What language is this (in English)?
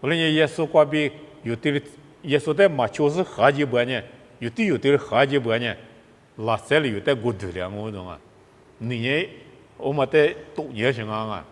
Lisu